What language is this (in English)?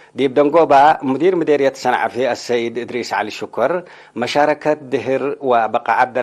Tigre